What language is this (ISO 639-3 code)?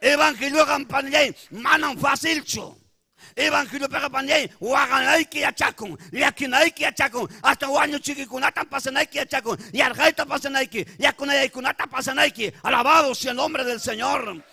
quy